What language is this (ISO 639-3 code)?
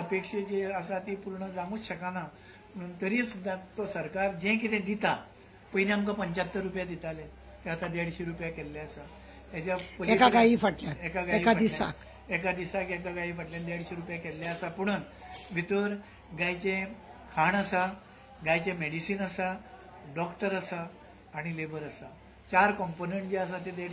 kok